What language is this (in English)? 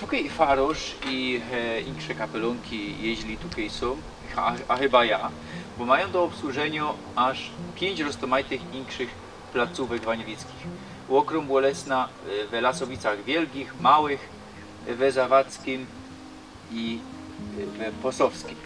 Silesian